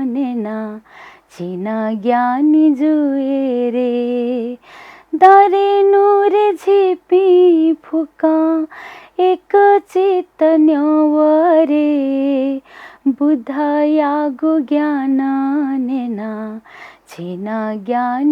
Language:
Newari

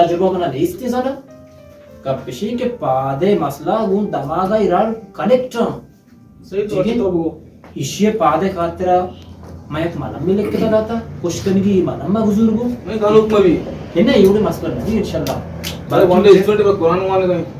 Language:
Baluchi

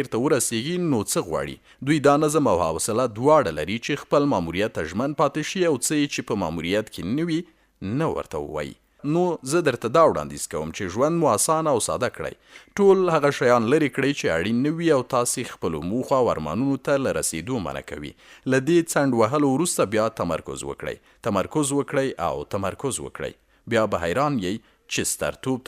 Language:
Pashto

